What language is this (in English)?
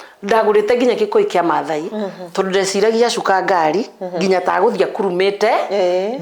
Kikuyu